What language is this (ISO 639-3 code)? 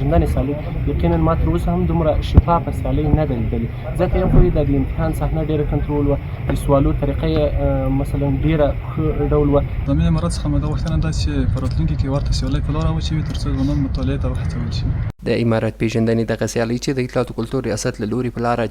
pus